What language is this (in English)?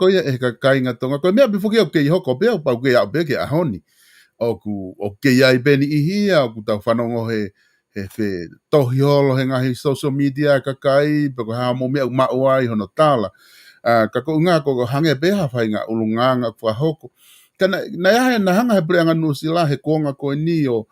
Tongan